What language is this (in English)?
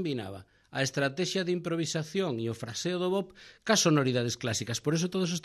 Galician